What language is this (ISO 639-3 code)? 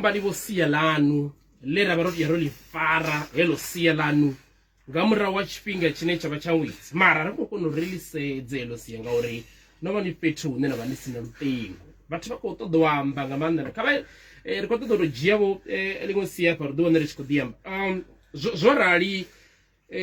ven